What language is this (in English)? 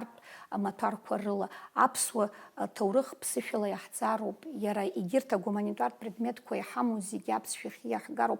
Abkhazian